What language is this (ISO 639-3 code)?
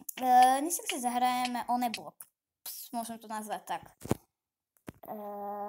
slk